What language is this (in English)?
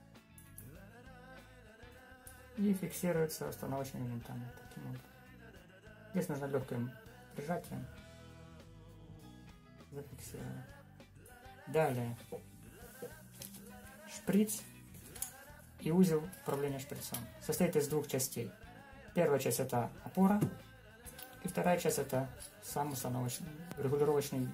Russian